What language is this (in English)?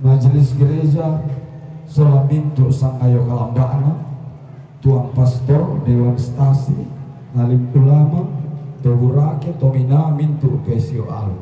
Toraja-Sa'dan